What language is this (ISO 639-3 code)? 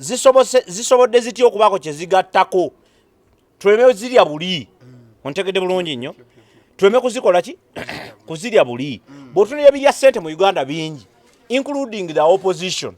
lug